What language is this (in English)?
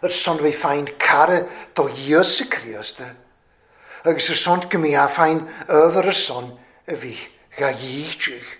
Welsh